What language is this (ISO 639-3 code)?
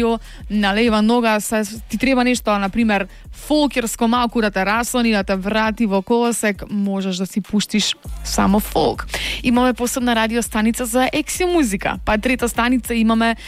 mkd